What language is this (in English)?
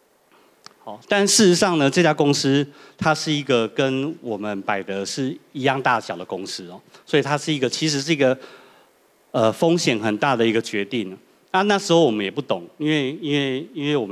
Chinese